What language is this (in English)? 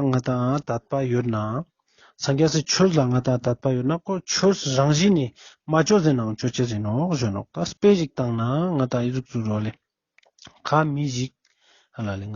Ladakhi